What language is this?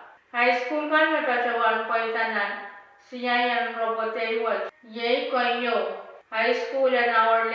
Pohnpeian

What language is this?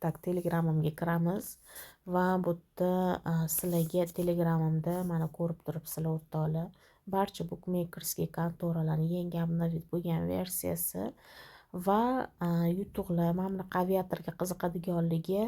Uzbek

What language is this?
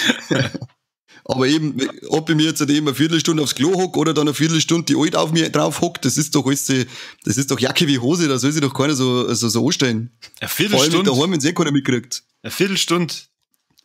Bavarian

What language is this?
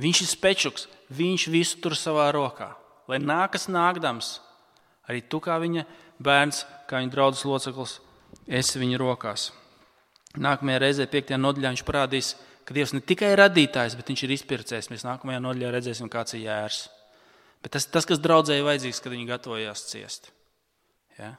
Latvian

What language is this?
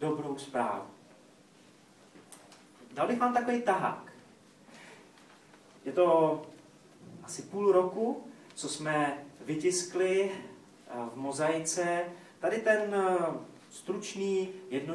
Czech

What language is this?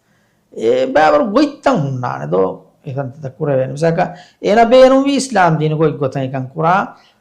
Divehi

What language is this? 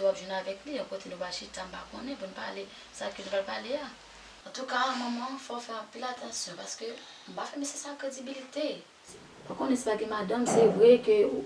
Haitian Creole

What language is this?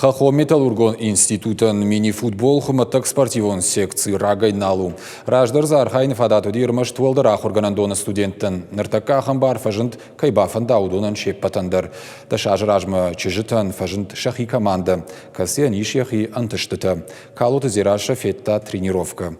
Ossetic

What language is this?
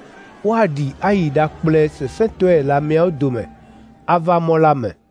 Ewe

